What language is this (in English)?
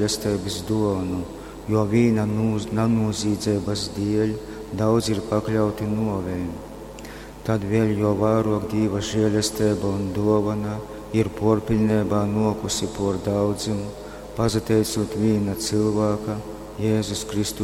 Latgalian